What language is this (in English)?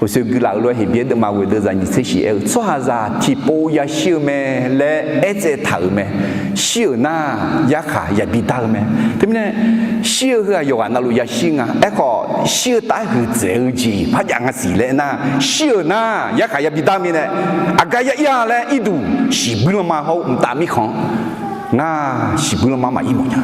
Akha